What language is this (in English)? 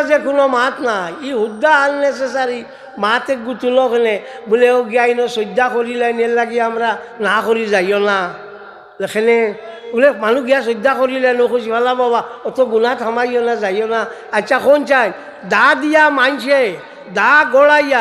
Sylheti